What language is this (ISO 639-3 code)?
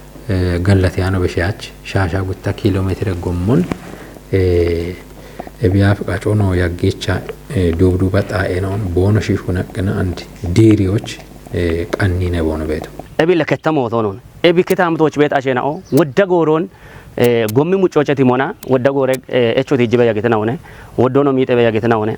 kbr